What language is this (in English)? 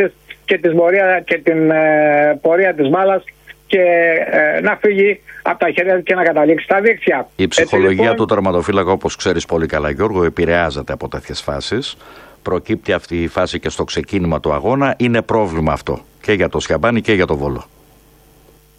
Greek